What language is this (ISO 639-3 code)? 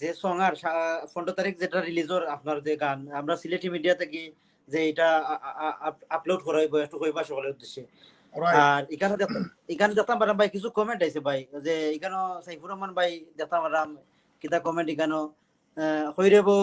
syl